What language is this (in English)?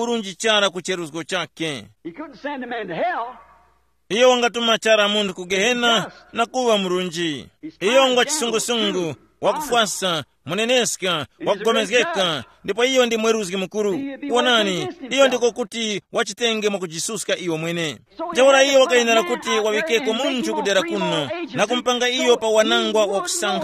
Tumbuka